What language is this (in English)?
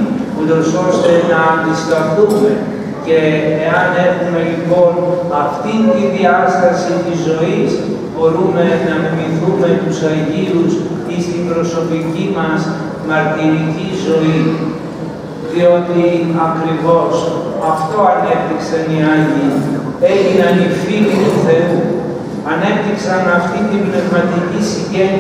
Greek